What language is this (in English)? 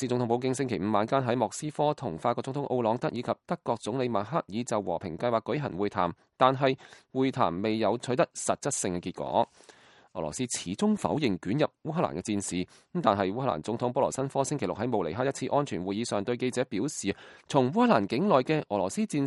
Cantonese